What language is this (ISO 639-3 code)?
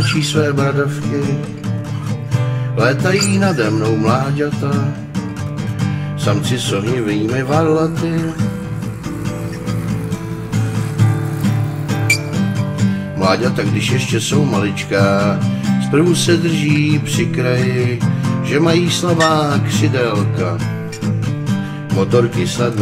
ces